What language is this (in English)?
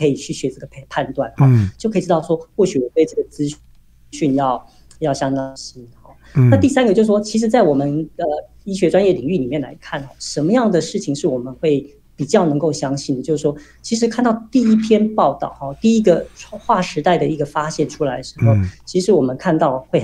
Chinese